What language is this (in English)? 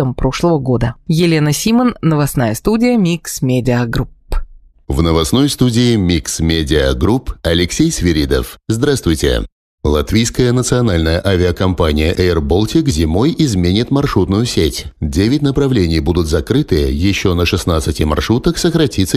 Russian